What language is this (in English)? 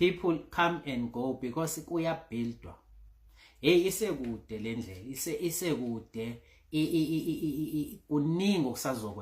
Zulu